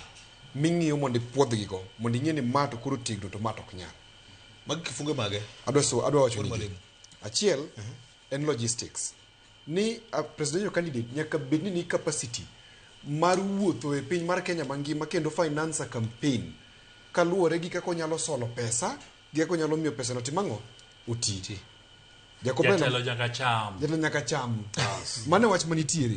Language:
Luo (Kenya and Tanzania)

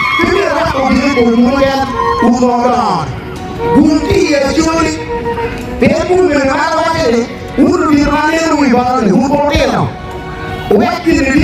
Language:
Acoli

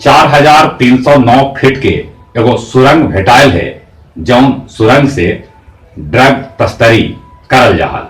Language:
Magahi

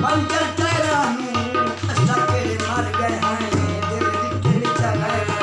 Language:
Saraiki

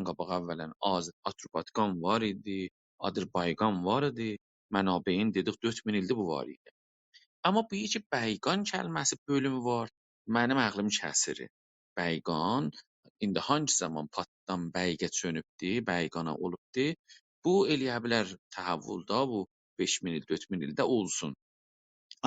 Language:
South Azerbaijani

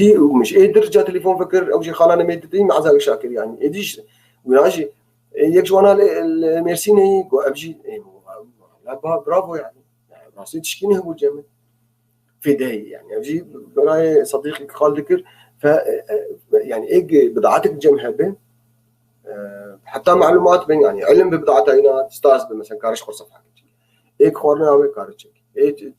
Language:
North Levantine Arabic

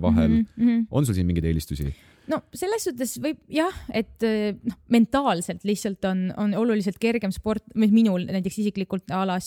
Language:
Estonian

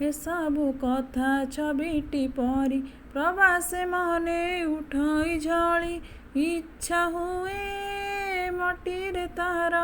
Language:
Odia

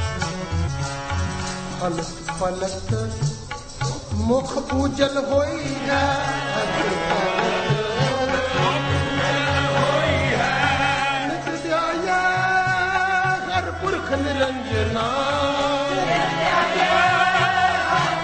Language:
Punjabi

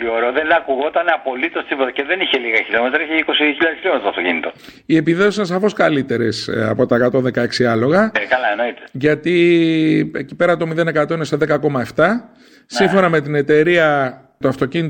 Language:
Greek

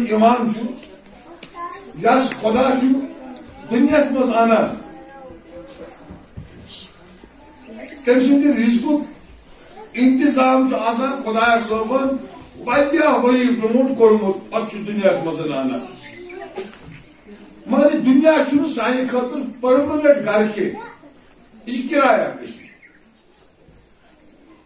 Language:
Kashmiri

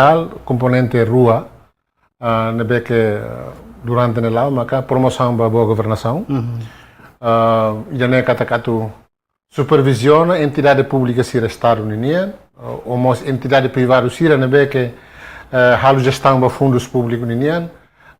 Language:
Tetum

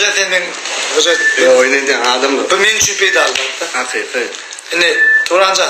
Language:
Turkmen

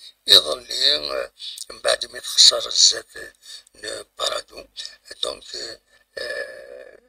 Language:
Kabyle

